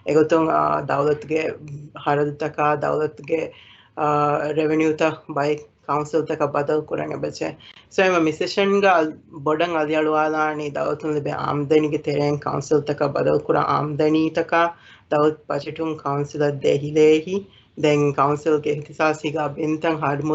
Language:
Divehi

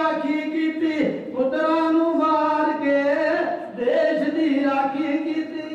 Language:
Punjabi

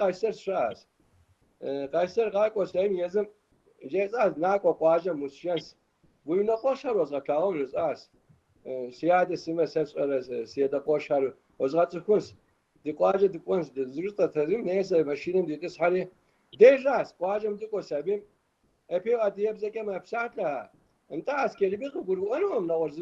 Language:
Kabardian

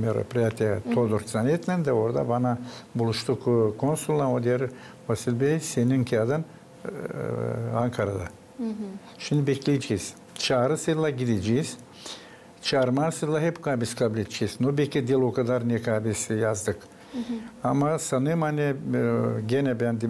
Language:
Gagauz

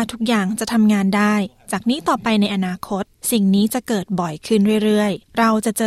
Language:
Thai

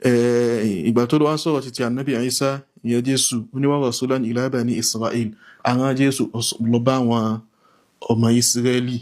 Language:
Yoruba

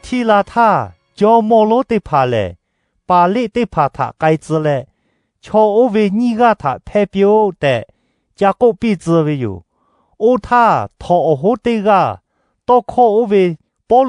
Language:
Lahu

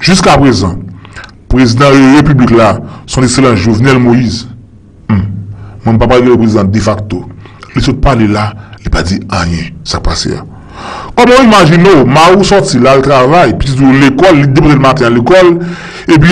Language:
Haitian Creole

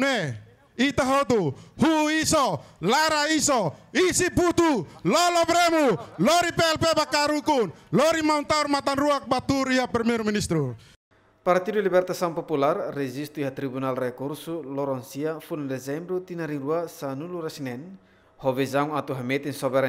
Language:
Tetum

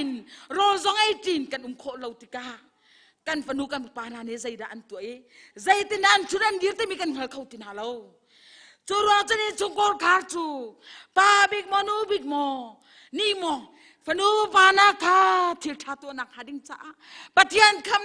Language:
Hakha Chin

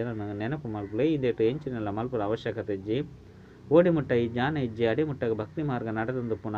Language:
Tulu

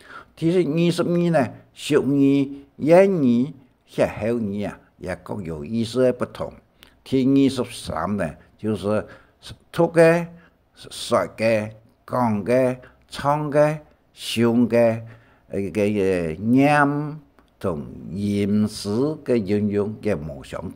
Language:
Hakka Chinese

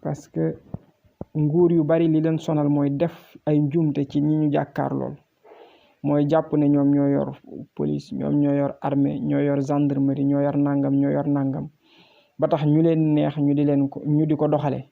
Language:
Wolof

